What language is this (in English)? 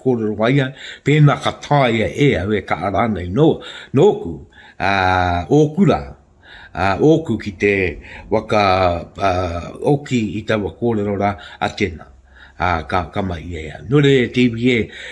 Māori